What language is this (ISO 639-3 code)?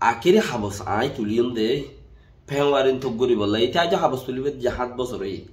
rhg